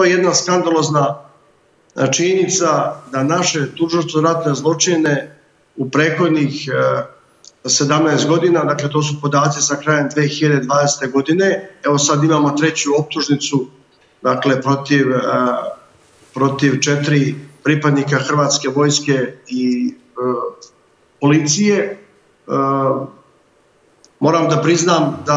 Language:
Serbian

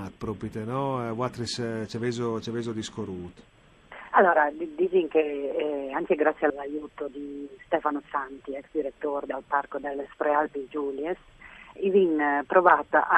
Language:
Friulian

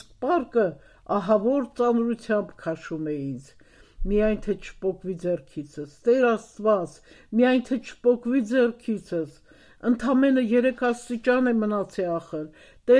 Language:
Armenian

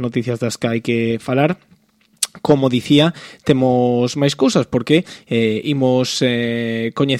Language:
Galician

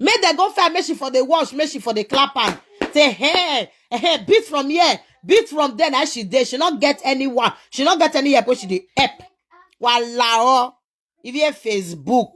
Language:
Nigerian Pidgin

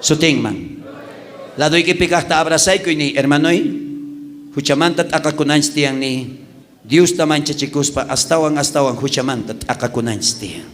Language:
South Bolivian Quechua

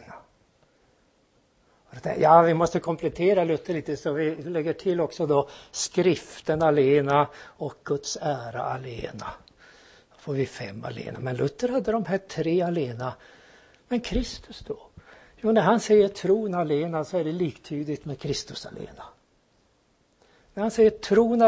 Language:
Swedish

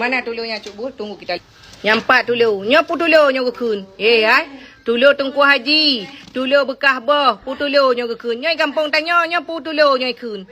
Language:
Achinese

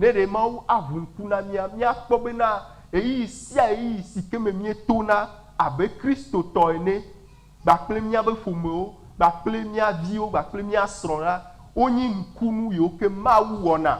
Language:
Ewe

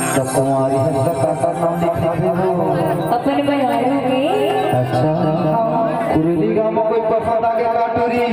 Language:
Chhattisgarhi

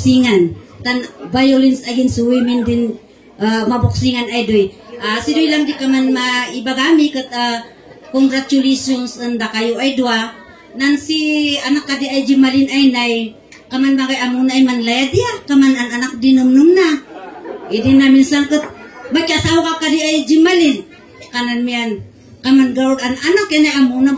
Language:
Kankanaey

